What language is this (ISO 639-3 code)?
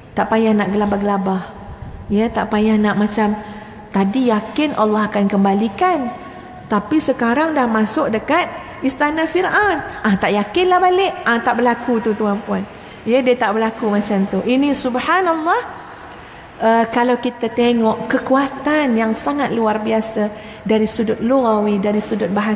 msa